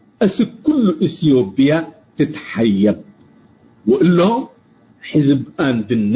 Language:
Tigre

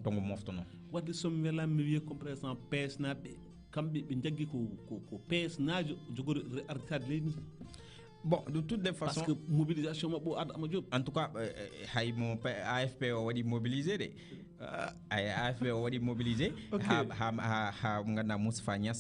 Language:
Fula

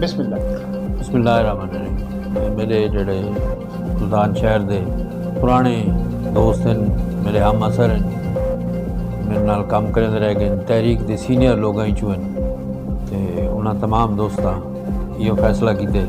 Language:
Saraiki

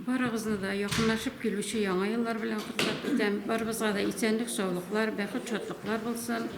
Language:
Tatar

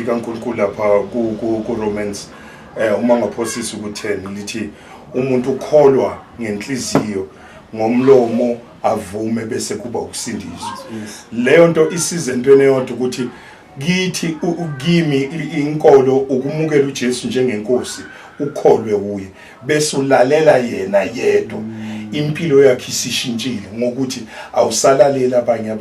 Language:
Zulu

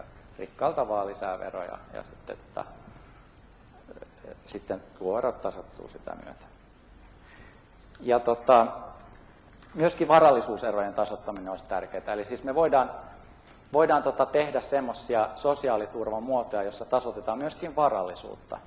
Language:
Finnish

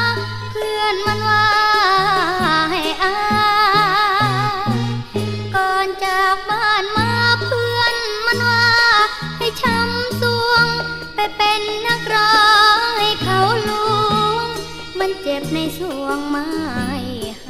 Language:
Thai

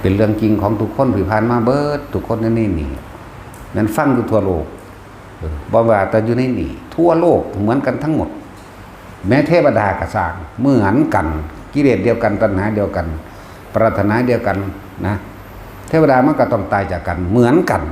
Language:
Northeastern Thai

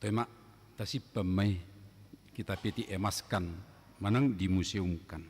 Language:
Batak Toba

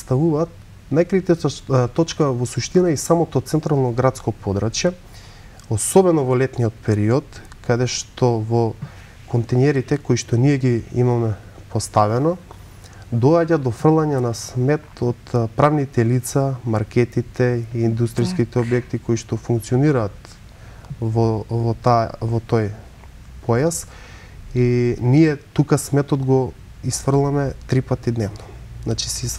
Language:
Macedonian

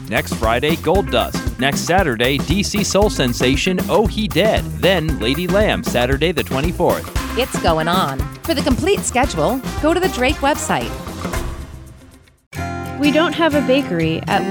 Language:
English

